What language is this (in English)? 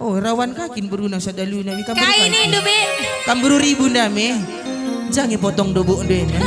Batak Karo